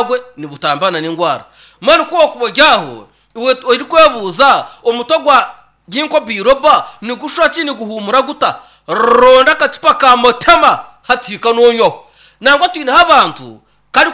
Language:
Nyankole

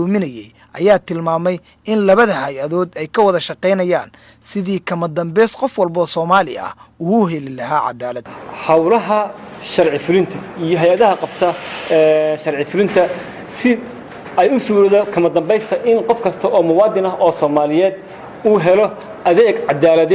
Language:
Somali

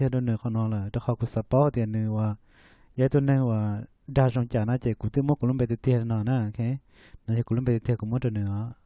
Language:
Hmong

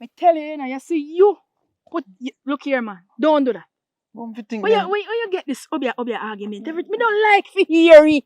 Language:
Jamaican Creole English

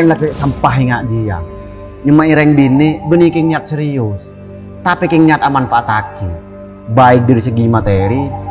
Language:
Madurese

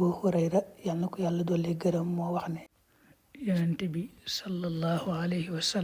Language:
Wolof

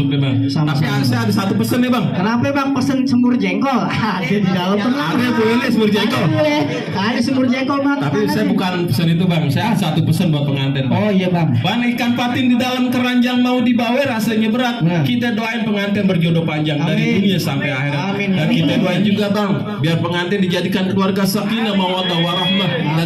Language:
Betawi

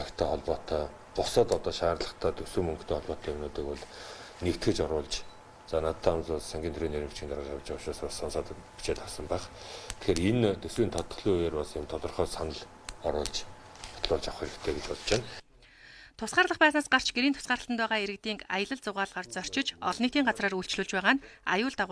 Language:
Mongolian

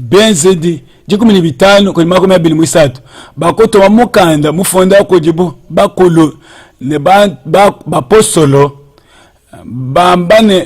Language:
Luba-Lulua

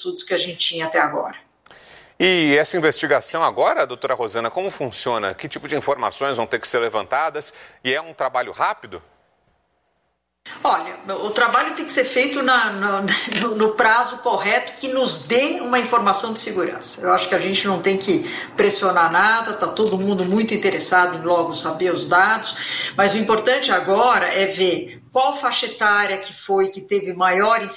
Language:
Portuguese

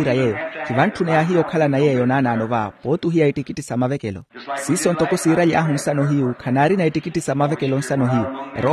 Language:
Makhuwa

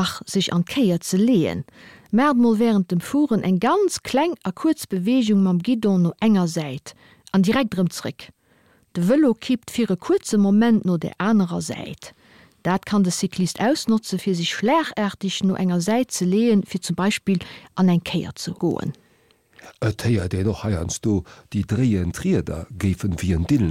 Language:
Luxembourgish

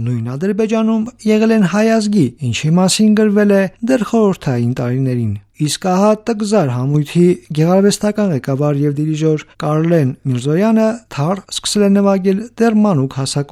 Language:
Armenian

